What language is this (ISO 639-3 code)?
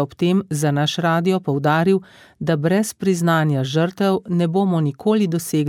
slv